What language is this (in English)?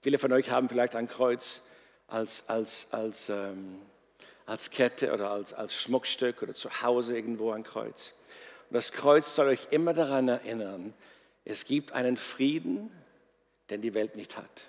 Swiss German